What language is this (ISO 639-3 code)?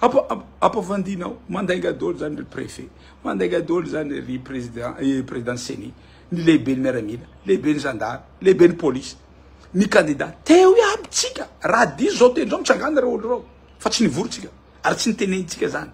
mlg